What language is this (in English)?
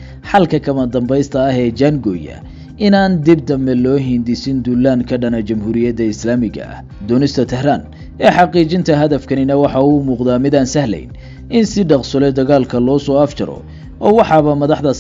Somali